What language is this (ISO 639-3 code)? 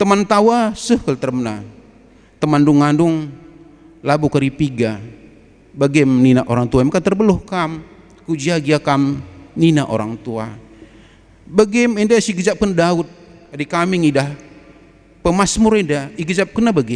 btx